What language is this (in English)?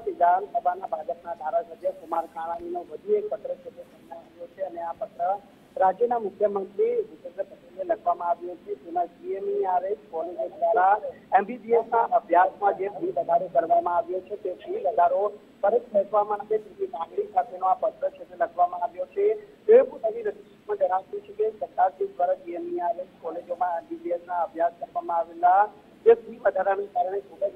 Gujarati